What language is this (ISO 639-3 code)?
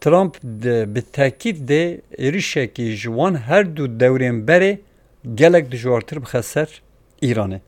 kur